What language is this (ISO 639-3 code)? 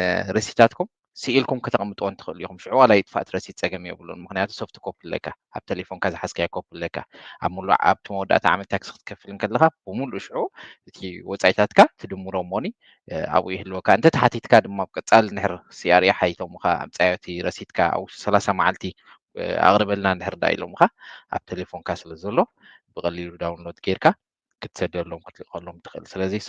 tir